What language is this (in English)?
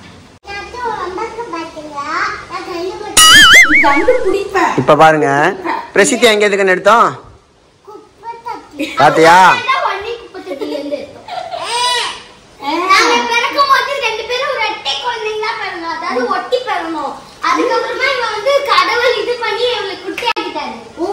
Tamil